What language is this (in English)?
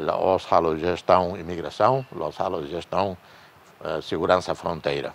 Tetum